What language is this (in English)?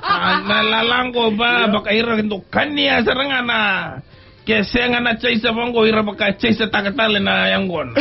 Fijian